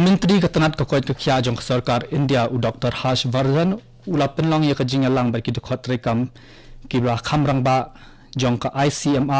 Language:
Khasi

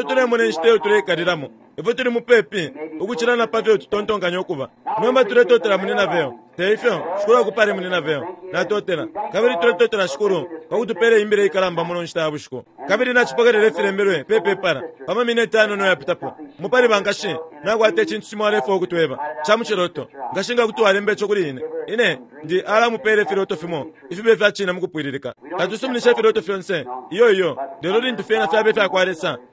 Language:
Bemba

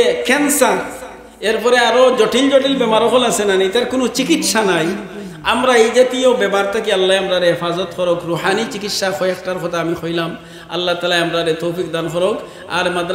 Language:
Sylheti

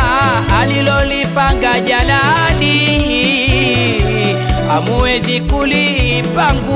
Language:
Swahili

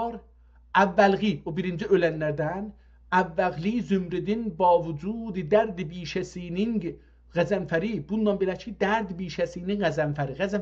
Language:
South Azerbaijani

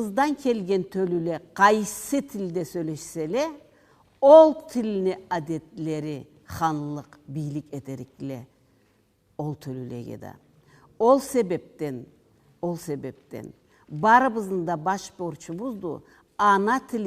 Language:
Karachay-Balkar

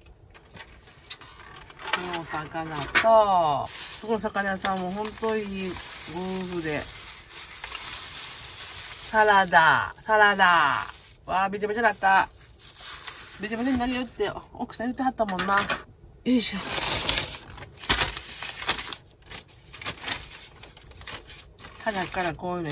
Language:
Japanese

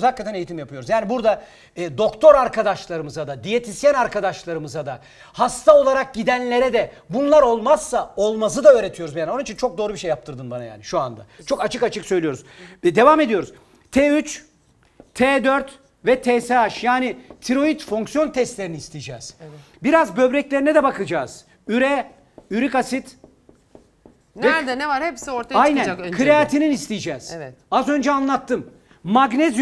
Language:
Turkish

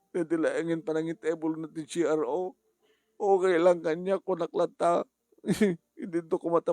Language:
Iloko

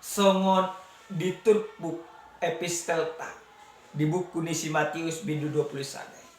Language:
Batak Toba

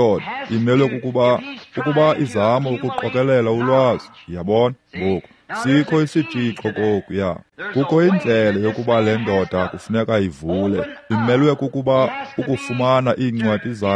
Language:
Xhosa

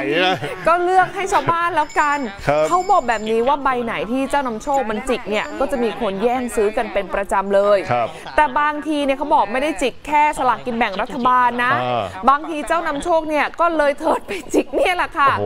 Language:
Thai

